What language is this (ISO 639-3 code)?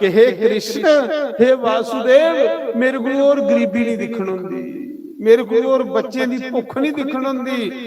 doi